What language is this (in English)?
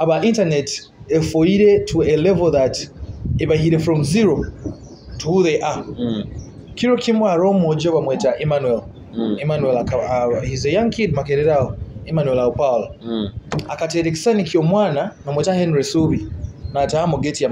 Nyoro